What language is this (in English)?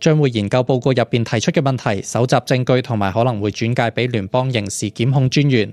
Cantonese